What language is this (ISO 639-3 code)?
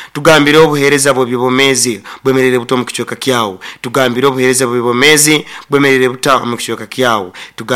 nyo